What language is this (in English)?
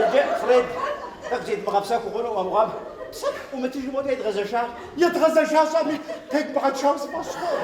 Kabardian